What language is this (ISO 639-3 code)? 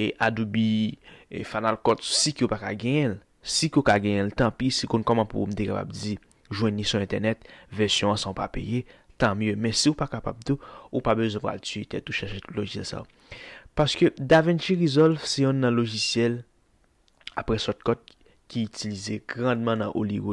hat